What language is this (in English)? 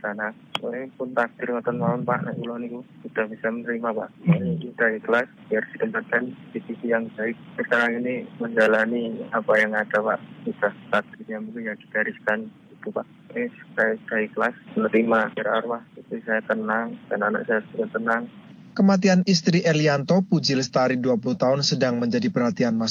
Indonesian